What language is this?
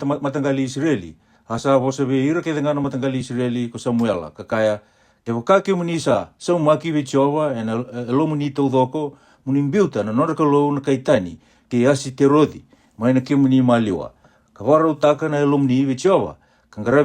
Fijian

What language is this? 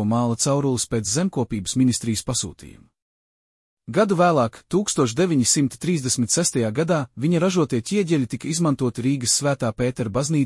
Latvian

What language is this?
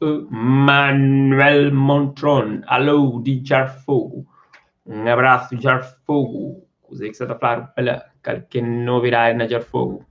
Kabuverdianu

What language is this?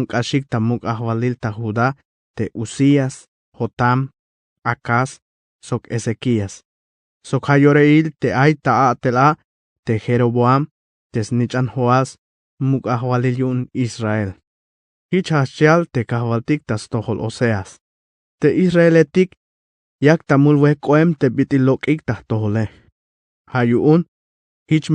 Tzeltal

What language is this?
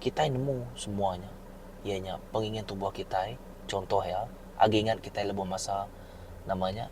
Iban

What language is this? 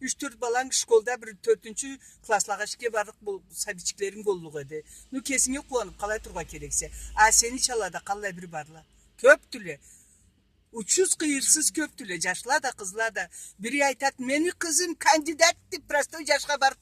Karachay-Balkar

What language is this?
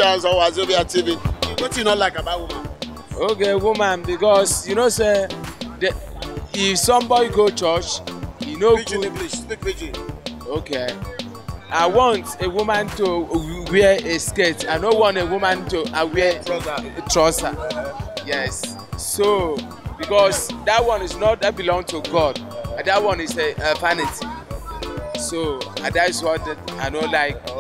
Nigerian Pidgin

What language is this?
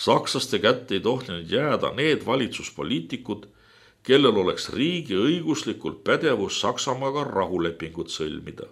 Estonian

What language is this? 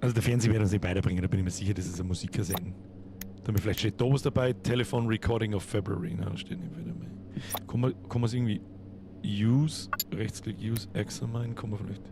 Bavarian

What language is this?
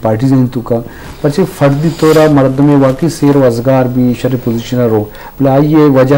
Eastern Balochi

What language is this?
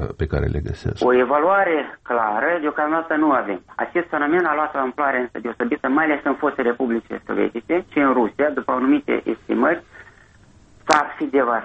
Romanian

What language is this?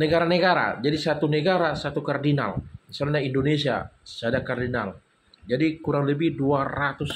Batak Toba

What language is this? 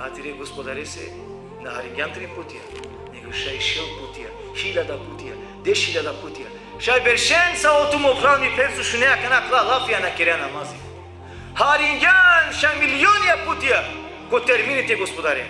Balkan Romani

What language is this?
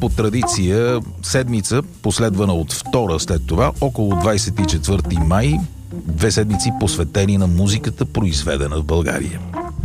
Bulgarian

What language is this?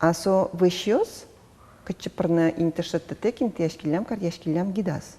Udmurt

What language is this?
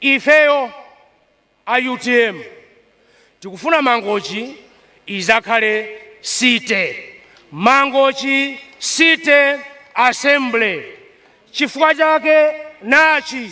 Nyanja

